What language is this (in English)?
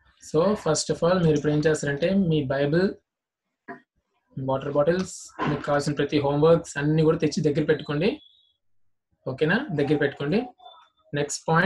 Telugu